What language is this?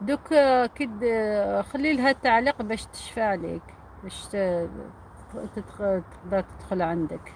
Algerian Arabic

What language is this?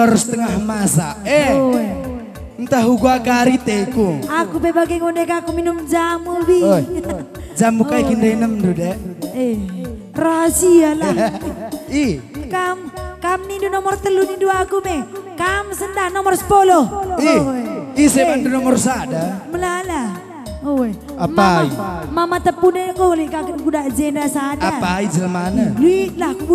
Batak Karo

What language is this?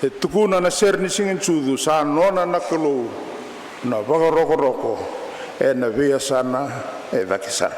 Fijian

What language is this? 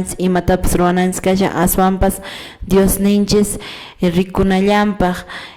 Quechua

